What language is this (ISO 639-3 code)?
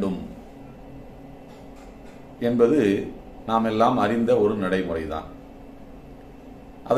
tam